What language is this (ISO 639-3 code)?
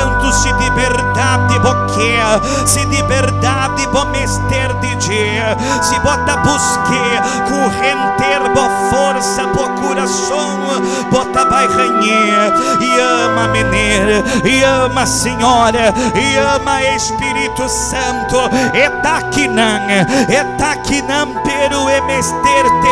pap